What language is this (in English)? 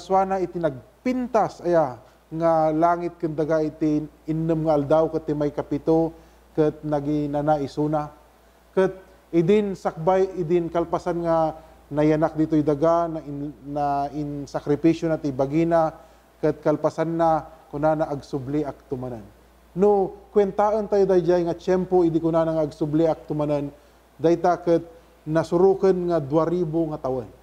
Iloko